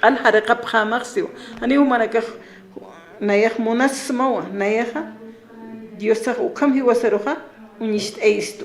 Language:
Aymara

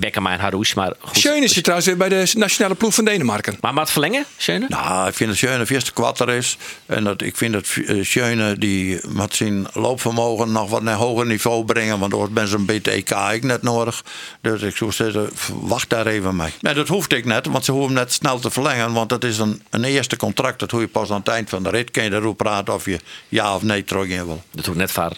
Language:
Western Frisian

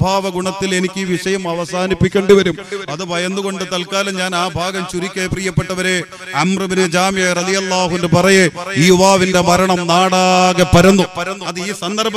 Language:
Malayalam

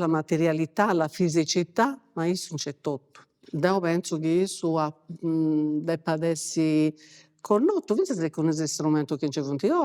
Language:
Sardinian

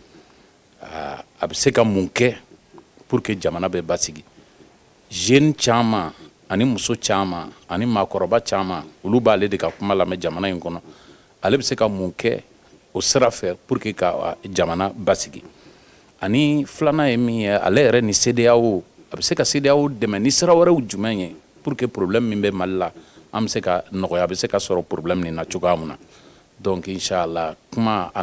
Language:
Bambara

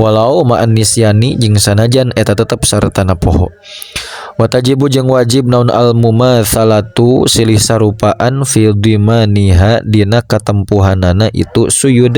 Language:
Sundanese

